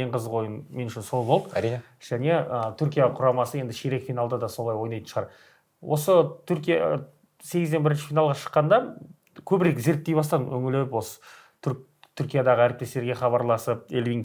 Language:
Kazakh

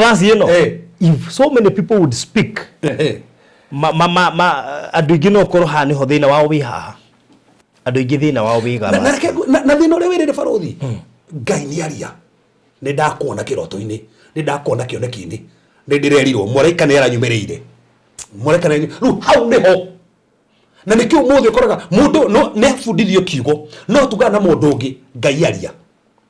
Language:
Kikuyu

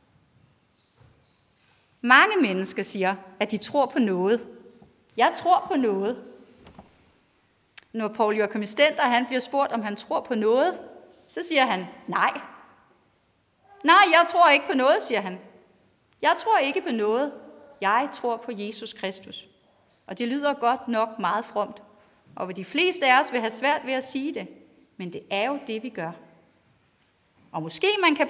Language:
Danish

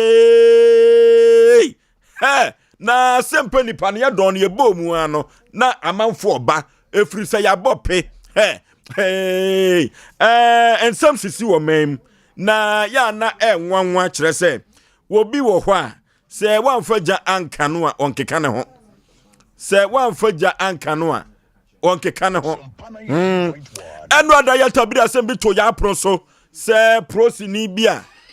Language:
Akan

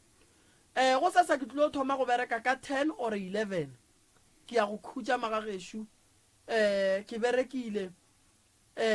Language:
Northern Sotho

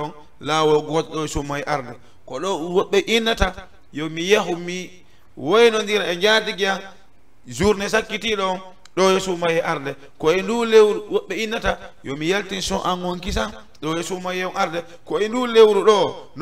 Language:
Fula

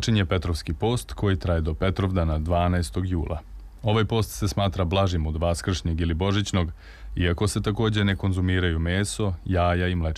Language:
Serbian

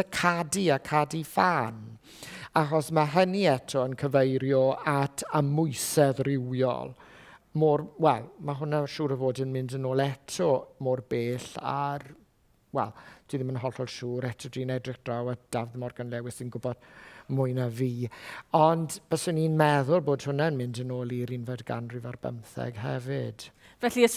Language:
Welsh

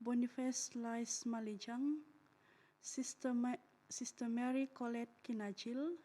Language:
Central Dusun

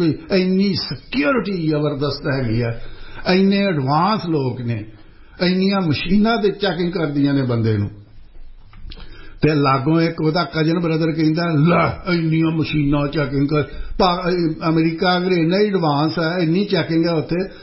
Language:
Punjabi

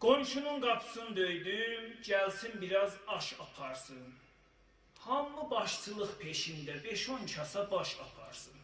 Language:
South Azerbaijani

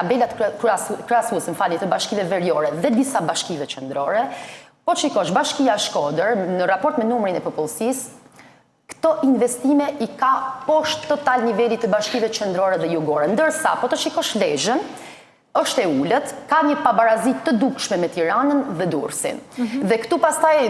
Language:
Albanian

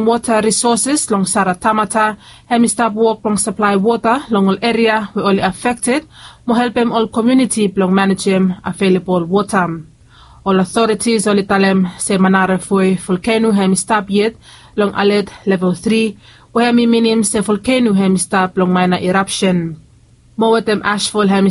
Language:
Bislama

